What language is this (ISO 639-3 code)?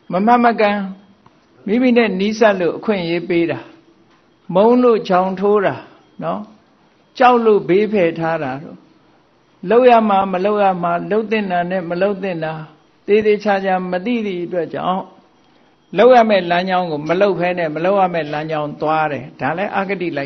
mya